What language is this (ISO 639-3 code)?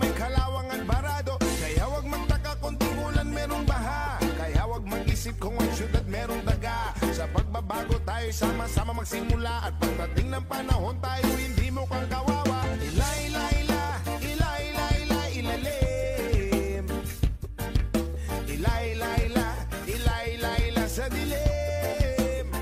fil